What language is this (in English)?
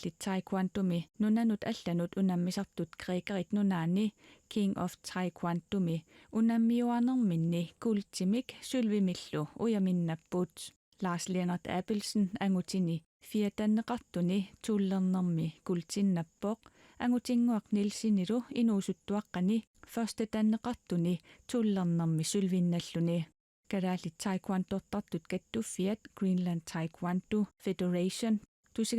Kalaallisut